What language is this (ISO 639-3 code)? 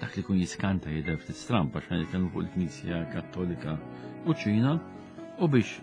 mlt